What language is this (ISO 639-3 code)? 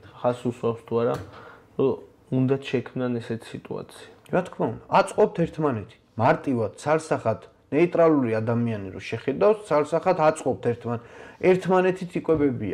kat